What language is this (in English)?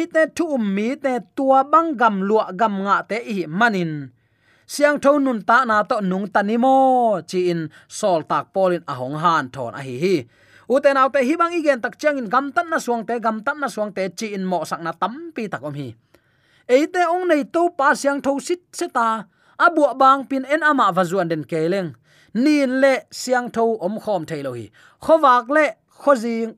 Tedim Chin